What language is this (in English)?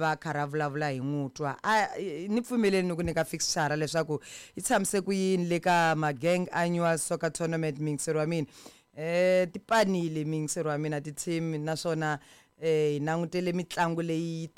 Tsonga